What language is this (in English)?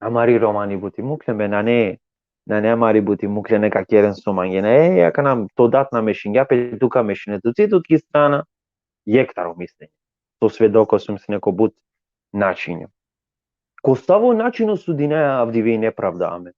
Balkan Romani